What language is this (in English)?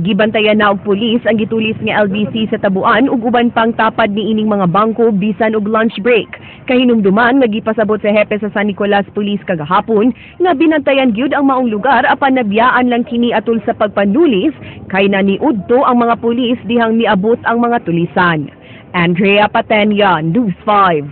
Cebuano